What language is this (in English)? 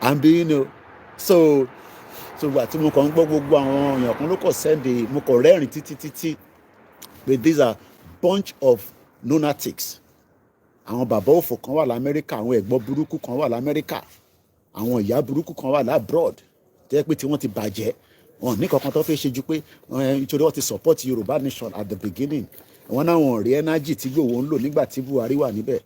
Yoruba